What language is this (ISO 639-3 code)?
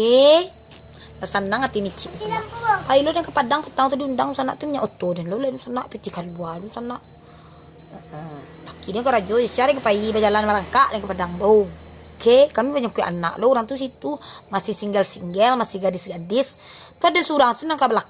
min